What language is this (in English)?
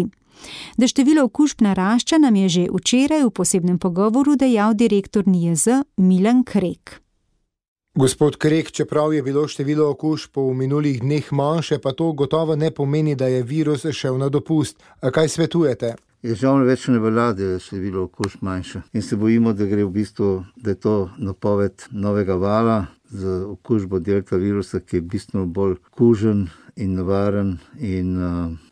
Slovenian